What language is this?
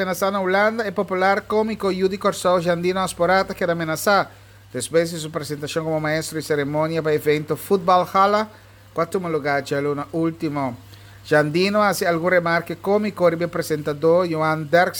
Papiamento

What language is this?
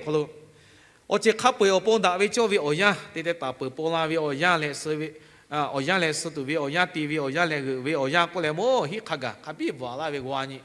Lahu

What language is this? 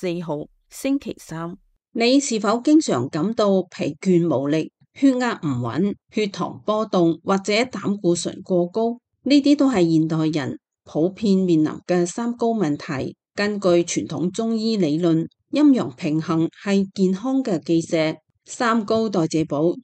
Cantonese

